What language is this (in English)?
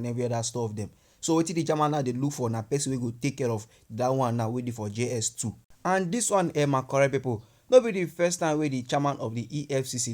Nigerian Pidgin